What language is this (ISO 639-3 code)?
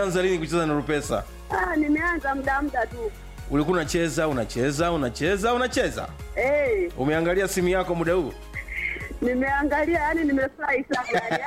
swa